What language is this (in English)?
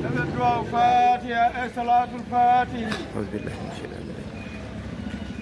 Fula